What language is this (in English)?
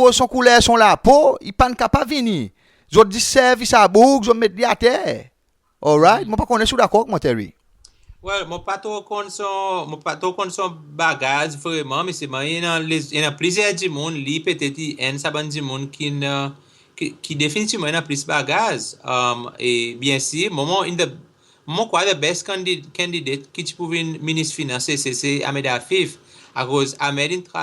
Seselwa Creole French